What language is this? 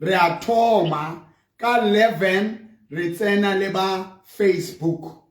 Southern Sotho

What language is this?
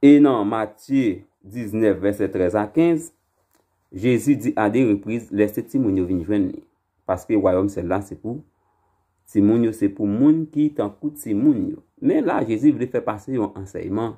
Haitian Creole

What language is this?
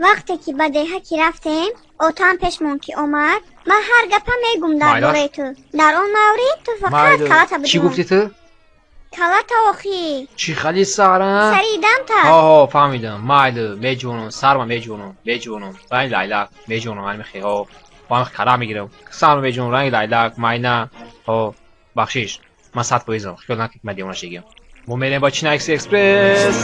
Tajik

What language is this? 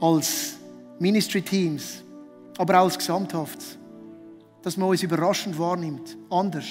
Swiss German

